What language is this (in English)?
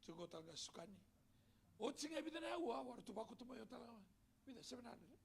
Fijian